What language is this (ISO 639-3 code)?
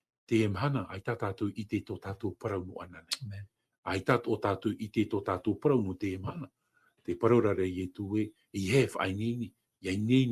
tah